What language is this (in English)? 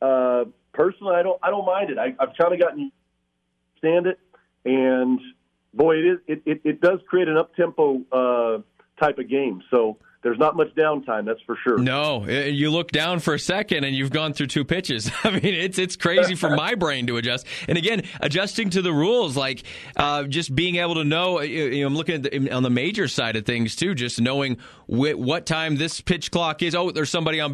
English